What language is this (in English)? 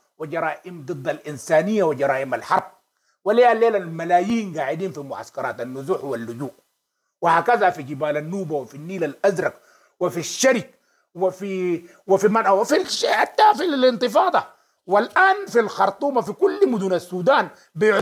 Sudanese Arabic